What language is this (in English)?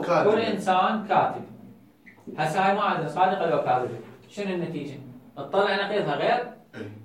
Mesopotamian Arabic